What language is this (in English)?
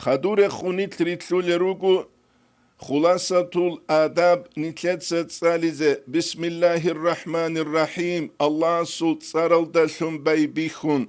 Avaric